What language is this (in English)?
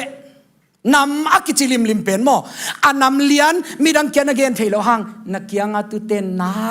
Tedim Chin